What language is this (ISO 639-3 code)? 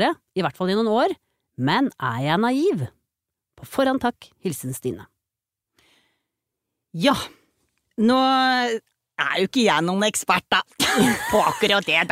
nor